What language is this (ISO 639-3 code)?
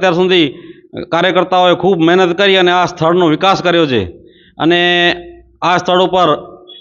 guj